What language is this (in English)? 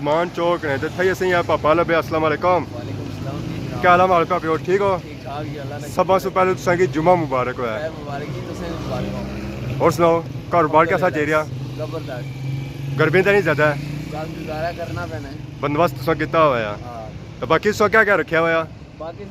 Pahari-Potwari